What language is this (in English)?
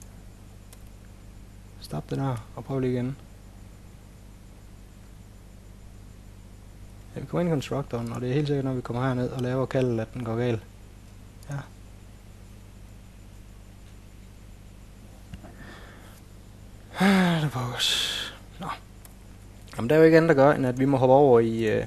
Danish